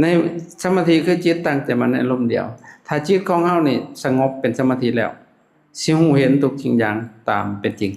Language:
Lao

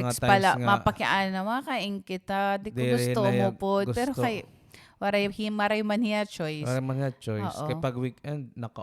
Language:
Waray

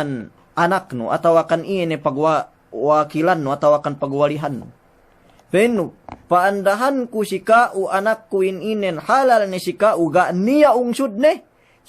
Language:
Yakan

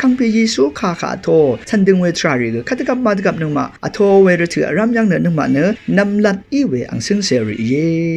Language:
Rawang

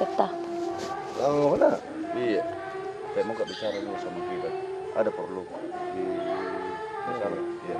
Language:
Makassar Malay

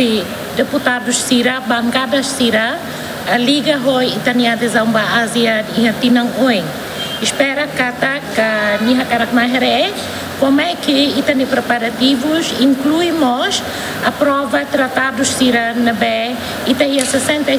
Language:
Tetum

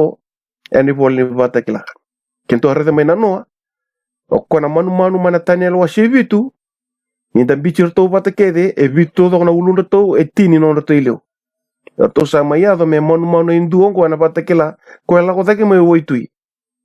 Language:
Fijian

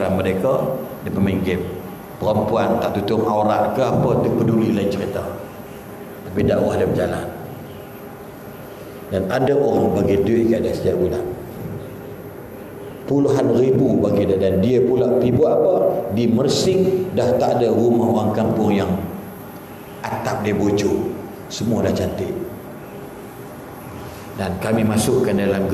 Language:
Malay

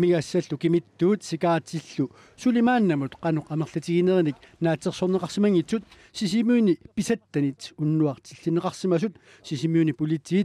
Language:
Kalaallisut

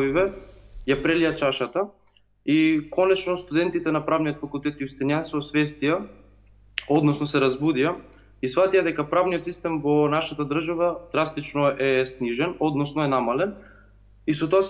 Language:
Macedonian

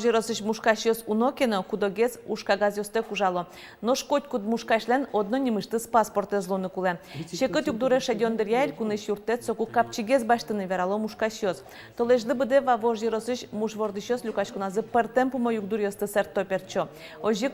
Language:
Udmurt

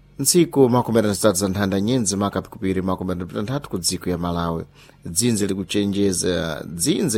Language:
Sena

